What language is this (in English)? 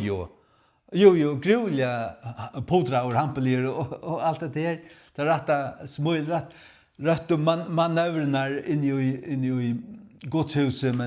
Faroese